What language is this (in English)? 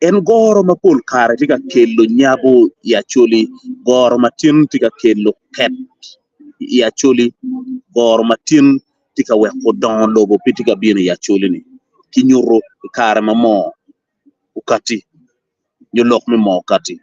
Acoli